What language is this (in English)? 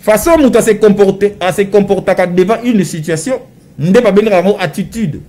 Lingala